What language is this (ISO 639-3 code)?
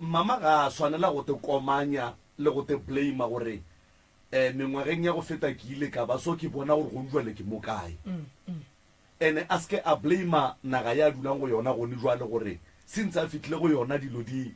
nso